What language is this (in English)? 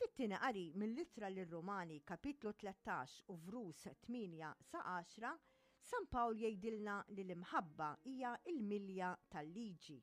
Maltese